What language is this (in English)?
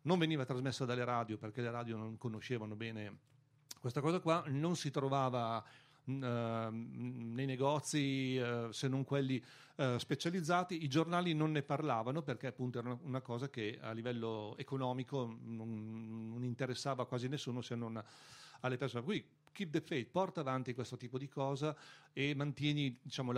Italian